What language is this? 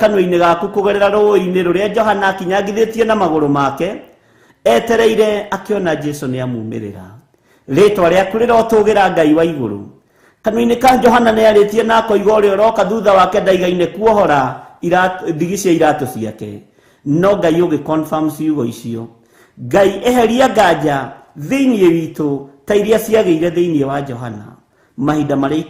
Kikuyu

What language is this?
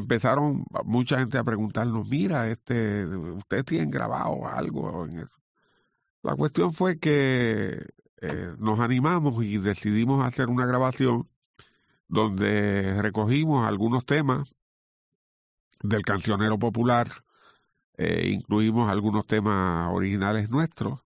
Spanish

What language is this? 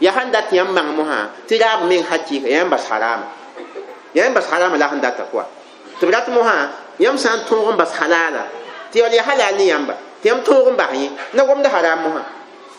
Mossi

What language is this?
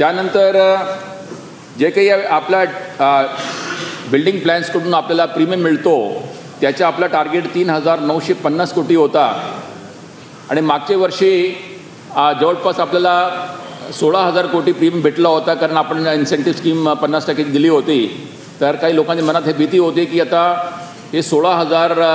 Marathi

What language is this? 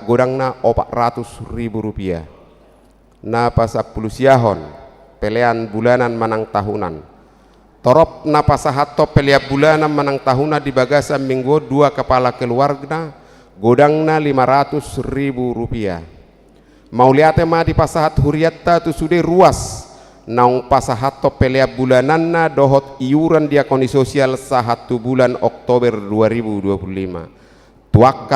Batak Toba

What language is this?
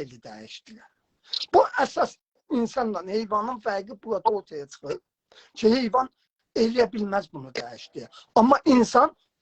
South Azerbaijani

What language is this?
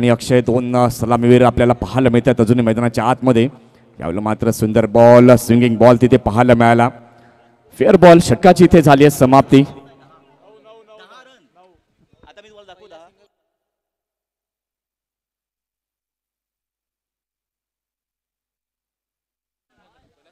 Marathi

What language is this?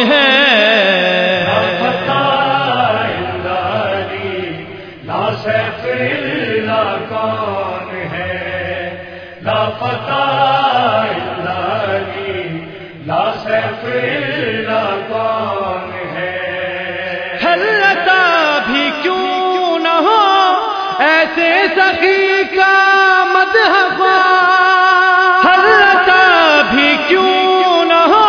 Urdu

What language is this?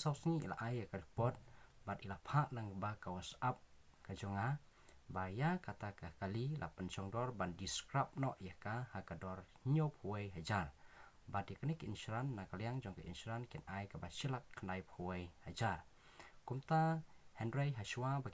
Khasi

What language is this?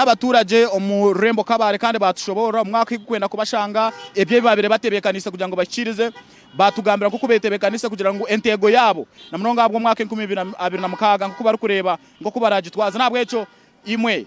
Nyankole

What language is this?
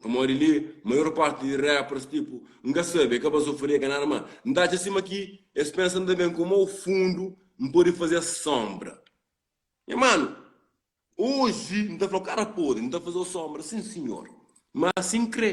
Kabuverdianu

